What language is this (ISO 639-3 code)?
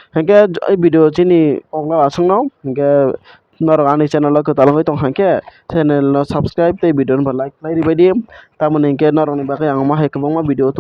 trp